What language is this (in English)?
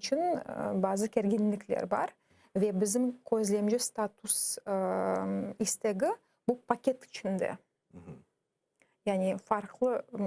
Crimean Tatar